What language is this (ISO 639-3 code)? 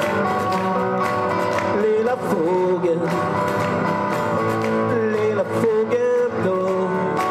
swe